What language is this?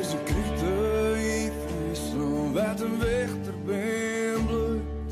Western Frisian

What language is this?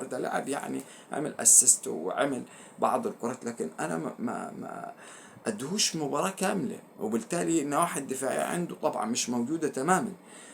Egyptian Arabic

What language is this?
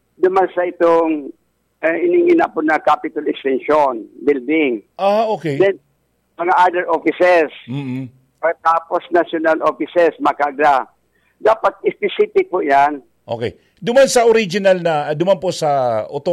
Bikol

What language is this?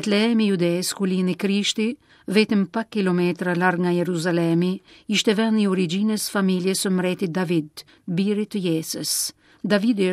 Albanian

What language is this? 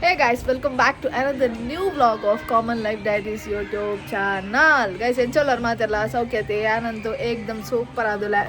Tulu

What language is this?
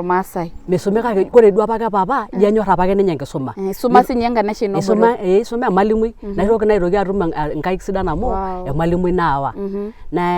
Masai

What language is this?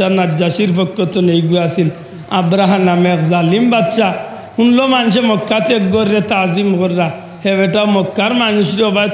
Sylheti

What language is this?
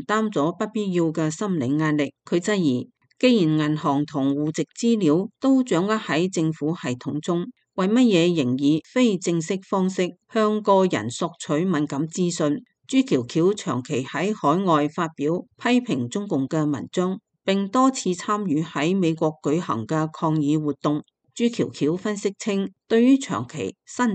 Cantonese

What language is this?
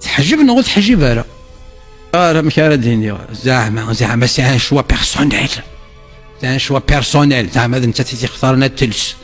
Kabyle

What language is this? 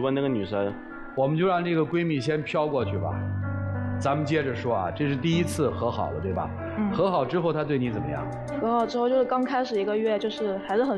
Chinese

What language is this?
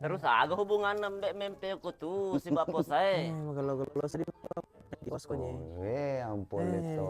Buginese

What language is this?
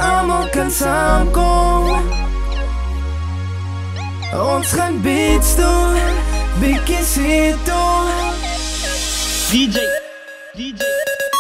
Afrikaans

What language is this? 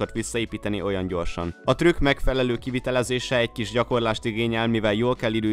Hungarian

